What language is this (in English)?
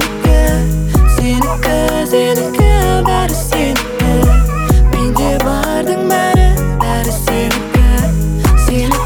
Kazakh